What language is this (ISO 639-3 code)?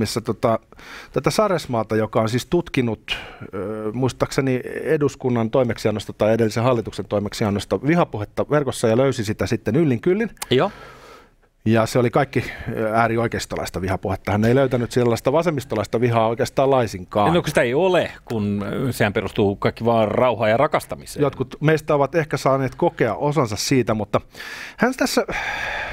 fin